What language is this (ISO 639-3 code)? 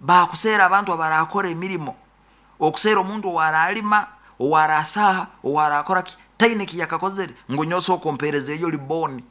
nyo